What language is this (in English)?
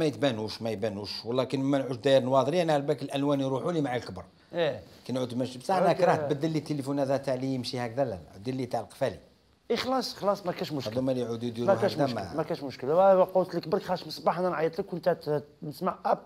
Algerian Arabic